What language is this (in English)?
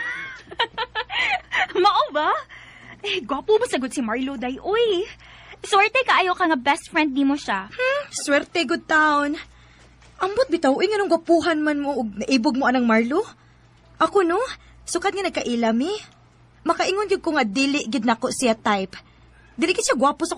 Cebuano